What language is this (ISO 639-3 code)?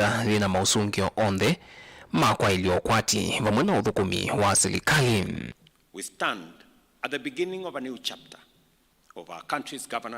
kam